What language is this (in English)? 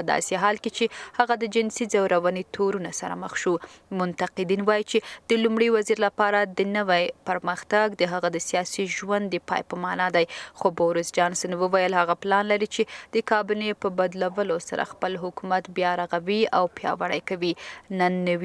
Pashto